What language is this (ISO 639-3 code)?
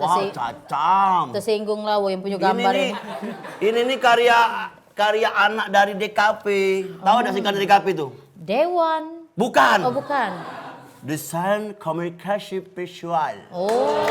mui